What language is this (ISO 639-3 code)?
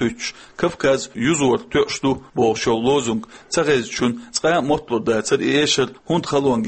che